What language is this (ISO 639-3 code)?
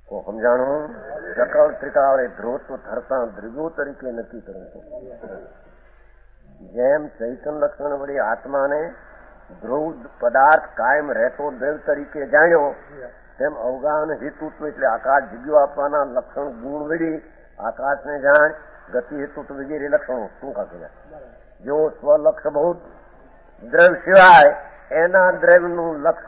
guj